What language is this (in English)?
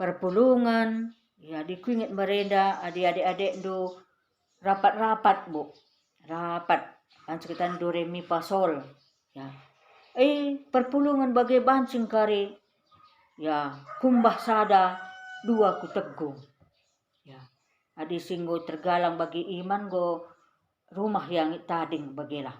Batak Karo